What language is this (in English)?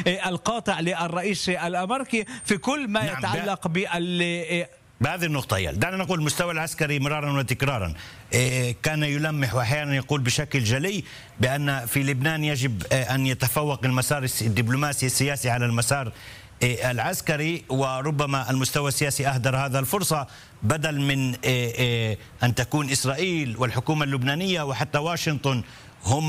Arabic